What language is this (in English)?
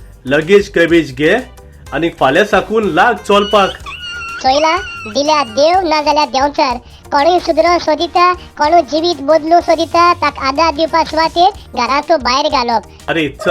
Konkani